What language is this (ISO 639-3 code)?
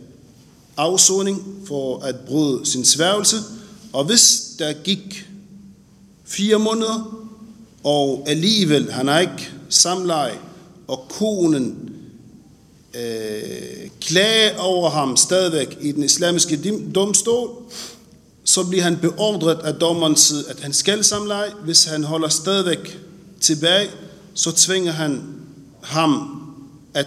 dan